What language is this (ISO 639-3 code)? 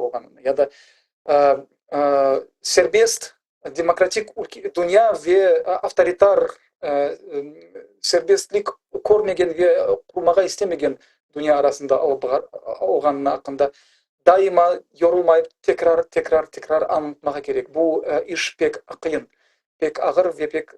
crh